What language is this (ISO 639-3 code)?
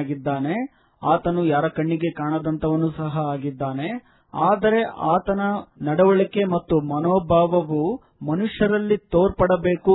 kan